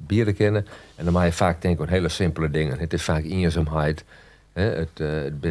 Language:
Western Frisian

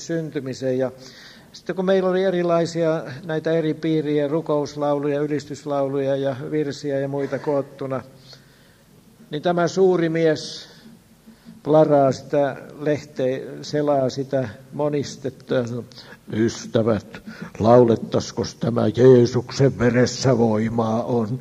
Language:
Finnish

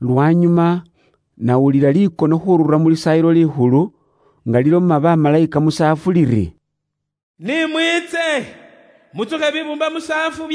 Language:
Luyia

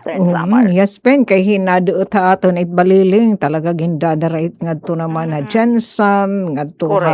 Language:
Waray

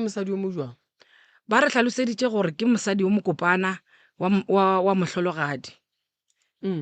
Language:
Northern Sotho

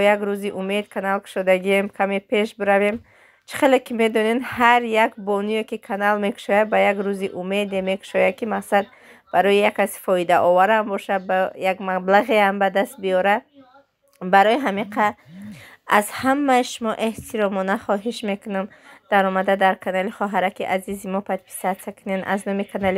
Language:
Tajik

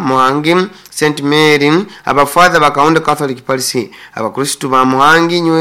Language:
Nyankole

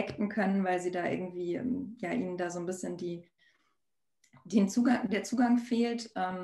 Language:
German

